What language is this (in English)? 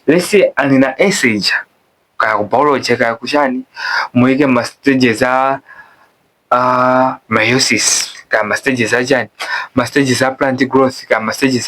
Nyanja